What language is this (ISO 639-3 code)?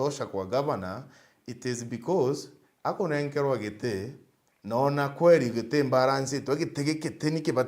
mer